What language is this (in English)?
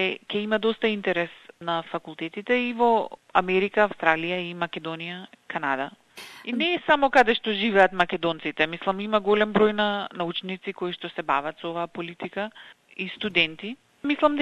Macedonian